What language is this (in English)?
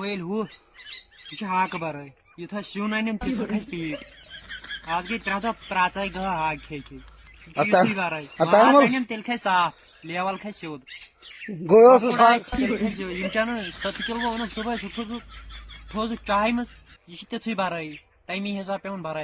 Kashmiri